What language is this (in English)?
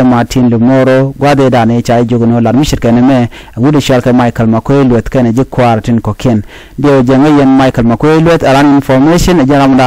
Nuer